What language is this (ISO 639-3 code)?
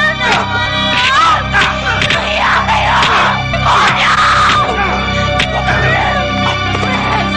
fil